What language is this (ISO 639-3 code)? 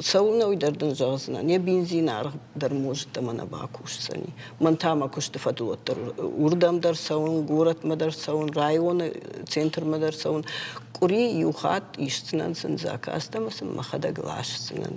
oss